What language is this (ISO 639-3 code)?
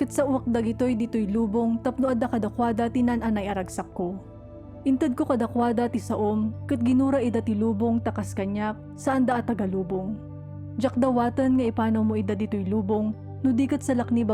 ilo